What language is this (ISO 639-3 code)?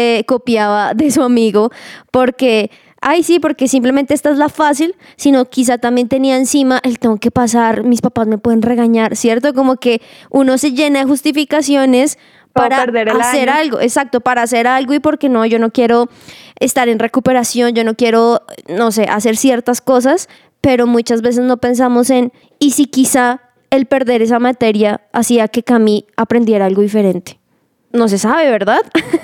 spa